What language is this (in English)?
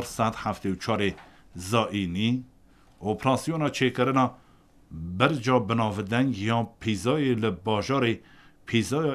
Kurdish